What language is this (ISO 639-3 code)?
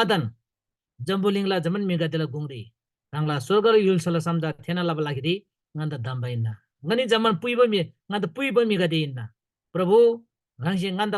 taj